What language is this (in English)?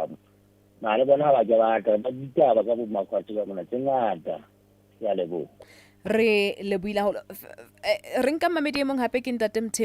Southern Sotho